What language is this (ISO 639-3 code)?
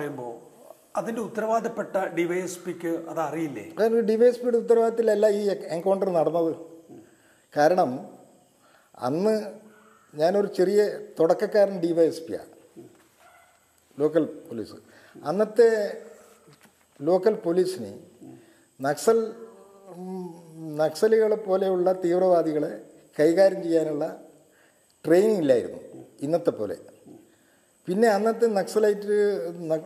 mal